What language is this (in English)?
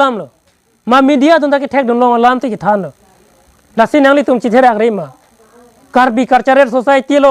Karbi